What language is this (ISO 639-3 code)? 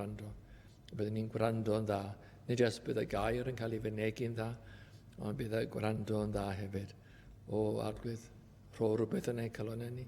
cym